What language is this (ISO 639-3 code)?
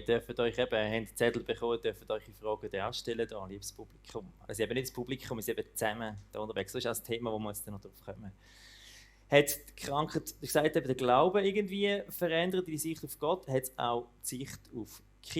gsw